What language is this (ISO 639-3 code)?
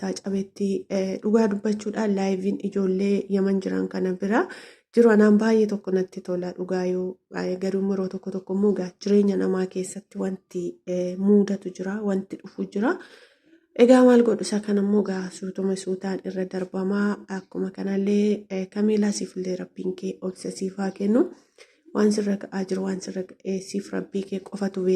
orm